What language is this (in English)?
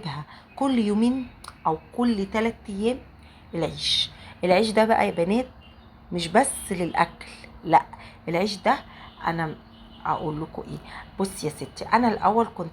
Egyptian Arabic